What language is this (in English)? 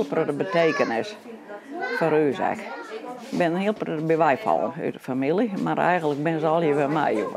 Western Frisian